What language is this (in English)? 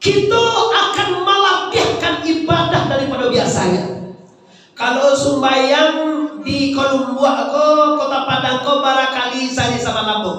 Minangkabau